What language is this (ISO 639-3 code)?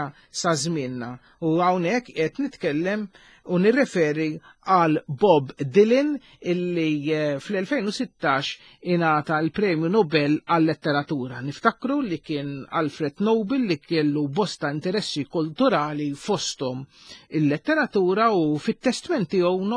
mlt